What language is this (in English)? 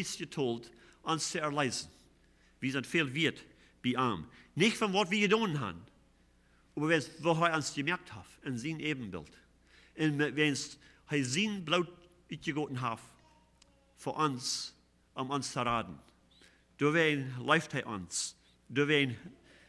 Plautdietsch